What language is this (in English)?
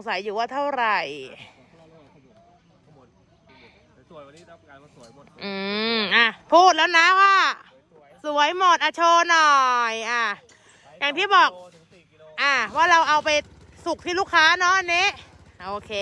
Thai